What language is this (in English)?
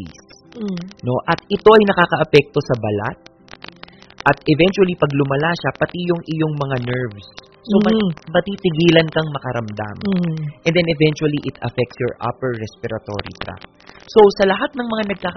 Filipino